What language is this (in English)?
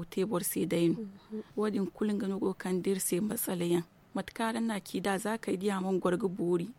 Zarma